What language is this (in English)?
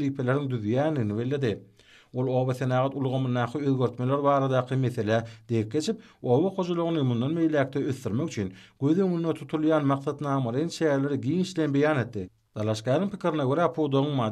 Turkmen